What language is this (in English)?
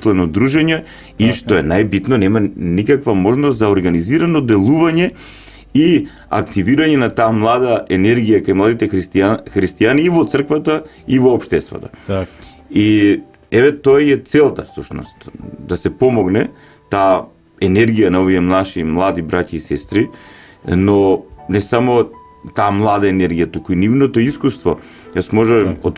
Macedonian